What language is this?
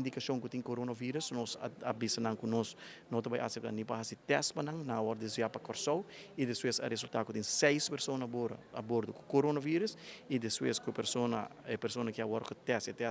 Papiamento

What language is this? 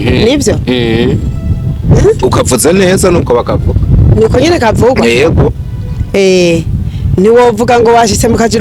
Rundi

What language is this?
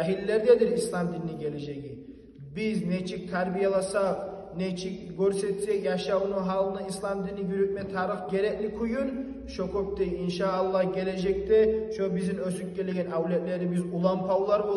Kumyk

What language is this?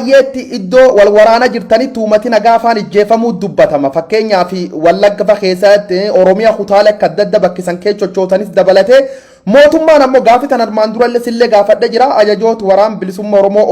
Oromo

